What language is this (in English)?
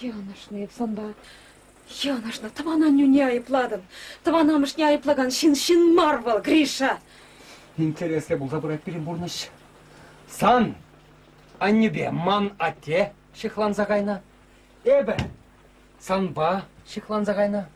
Chuvash